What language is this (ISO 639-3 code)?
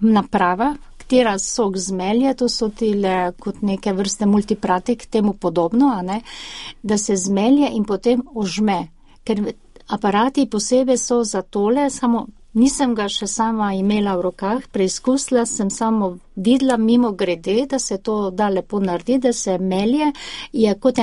slv